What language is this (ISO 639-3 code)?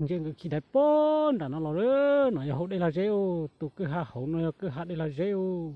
hmn